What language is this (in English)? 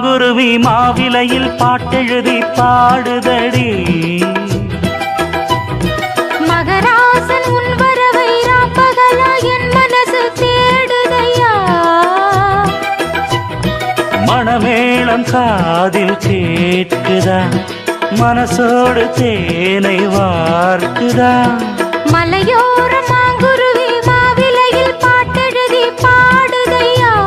Tamil